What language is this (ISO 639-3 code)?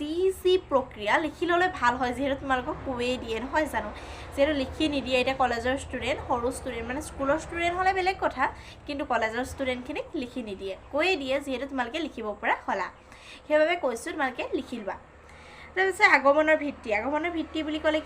asm